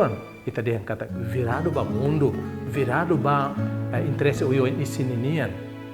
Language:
Tetum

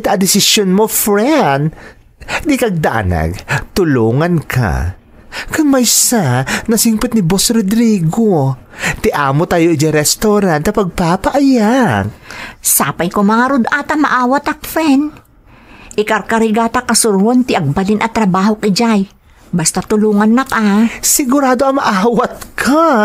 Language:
Iloko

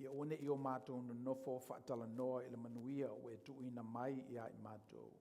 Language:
Samoan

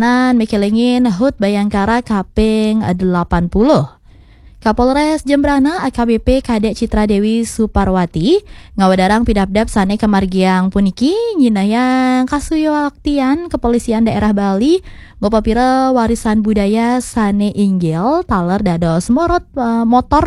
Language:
Balinese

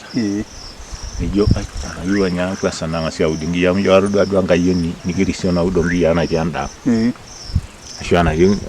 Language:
Masai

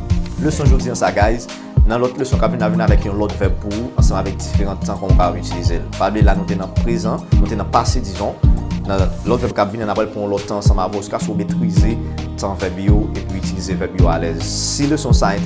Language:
Haitian Creole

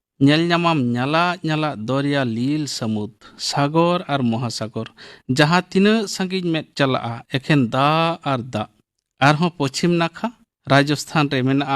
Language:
Santali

